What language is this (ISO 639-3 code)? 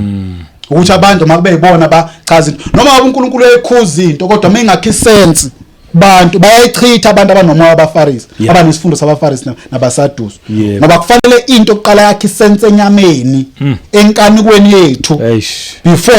zul